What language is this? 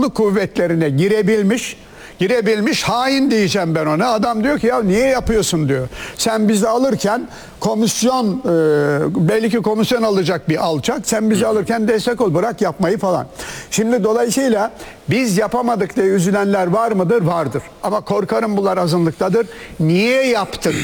Turkish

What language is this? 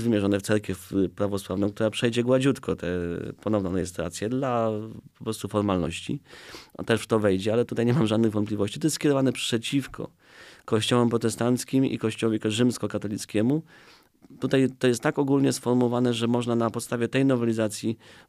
Polish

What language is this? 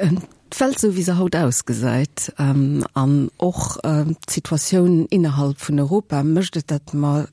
Luxembourgish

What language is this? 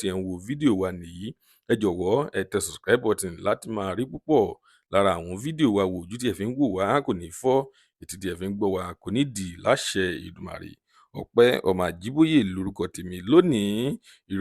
Yoruba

